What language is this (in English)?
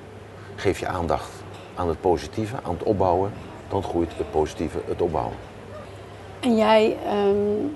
Dutch